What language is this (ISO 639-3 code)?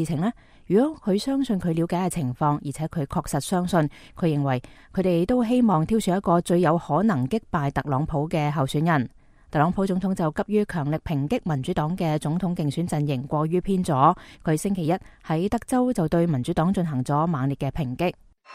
yue